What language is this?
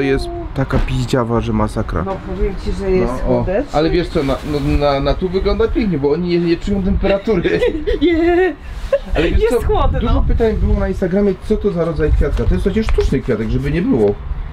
Polish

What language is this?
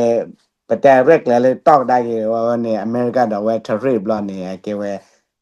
S'gaw Karen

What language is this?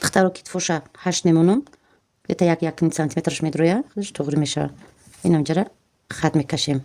Tajik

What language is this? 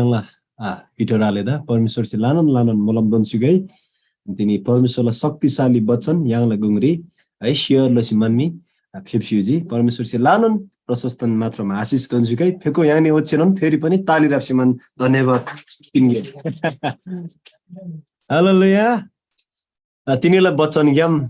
Eastern Tamang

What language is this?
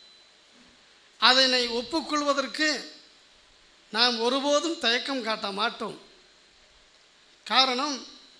Tamil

